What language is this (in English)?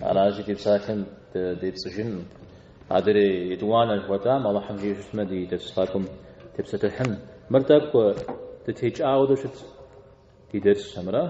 Kabardian